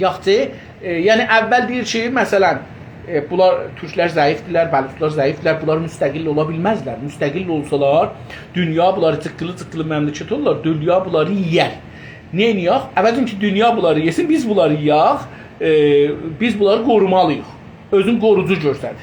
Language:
South Azerbaijani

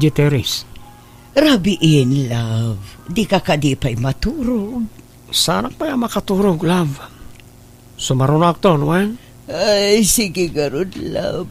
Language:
Iloko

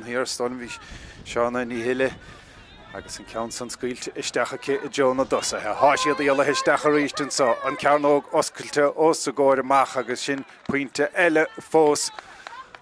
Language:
Irish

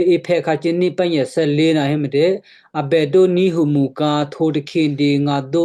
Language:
Western Kayah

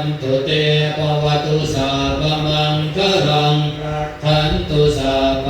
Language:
Pali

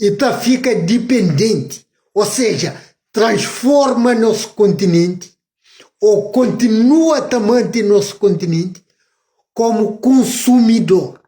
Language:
Kabuverdianu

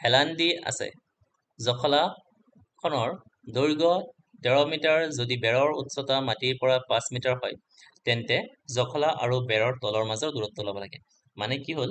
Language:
Assamese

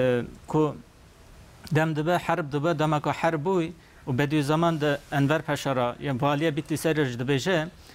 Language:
Kurdish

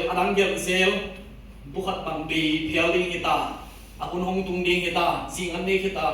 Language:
Tedim Chin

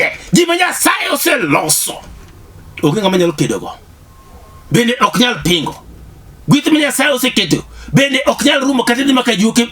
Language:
Luo (Kenya and Tanzania)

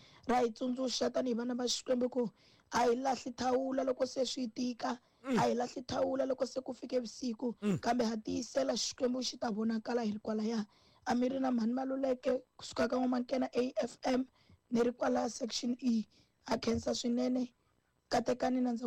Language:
Tsonga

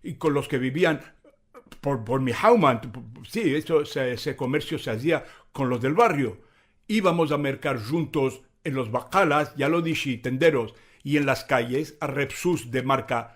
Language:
Ladino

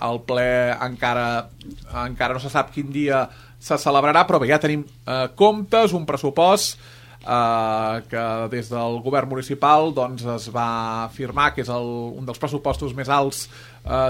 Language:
Catalan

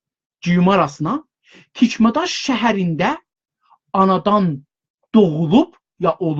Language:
South Azerbaijani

